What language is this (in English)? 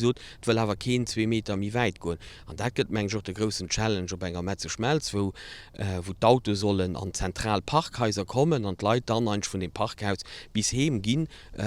Luxembourgish